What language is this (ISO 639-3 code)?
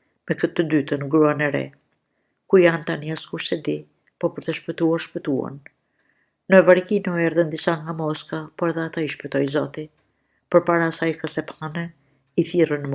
sqi